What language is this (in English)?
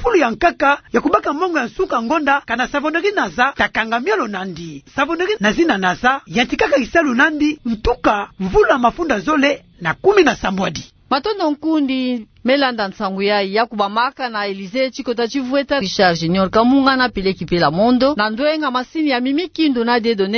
Kituba (Democratic Republic of Congo)